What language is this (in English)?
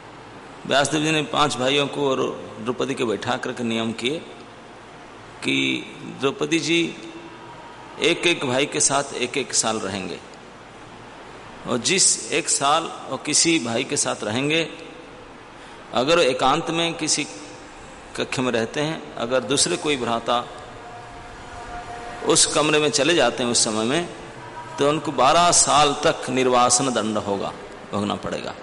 Hindi